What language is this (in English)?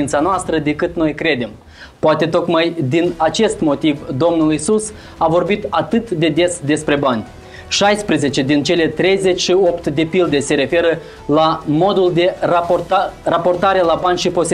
Romanian